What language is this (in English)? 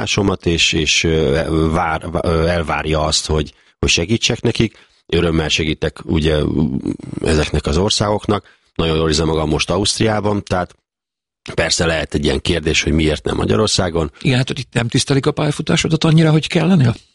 Hungarian